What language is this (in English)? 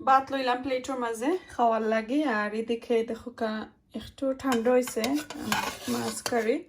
Sylheti